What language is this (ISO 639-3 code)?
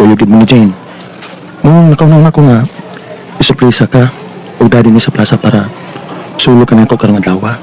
ceb